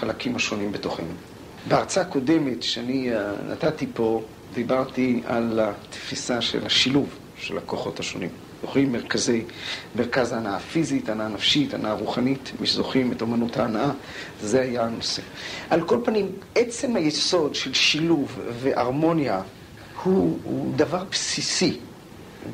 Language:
Hebrew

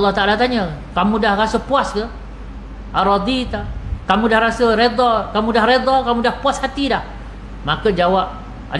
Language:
Malay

